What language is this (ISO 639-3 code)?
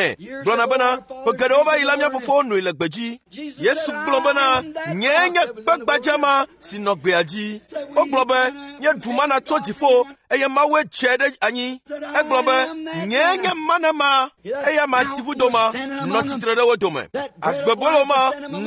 ewe